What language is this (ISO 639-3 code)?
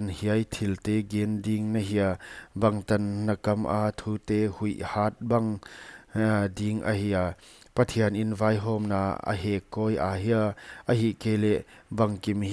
pck